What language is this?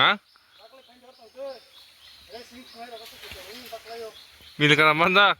Kok Borok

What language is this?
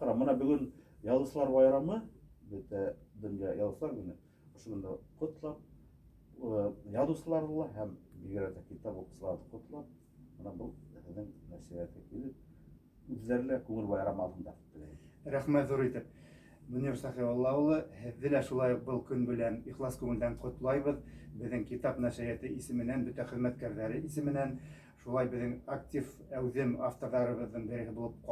Bashkir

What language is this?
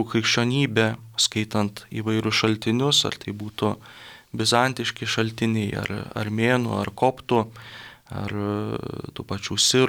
Lithuanian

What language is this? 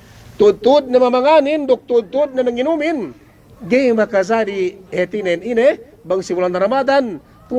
Yakan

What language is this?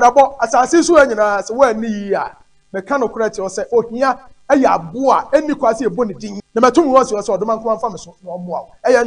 Akan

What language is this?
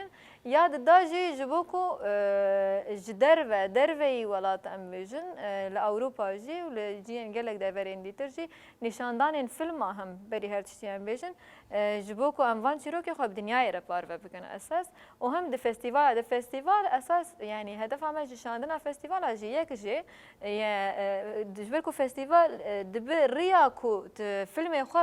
Kurdish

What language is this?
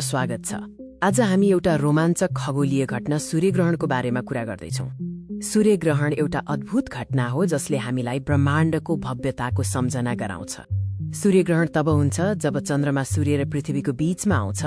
Nepali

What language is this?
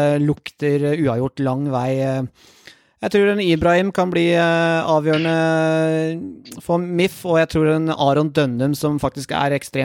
Norwegian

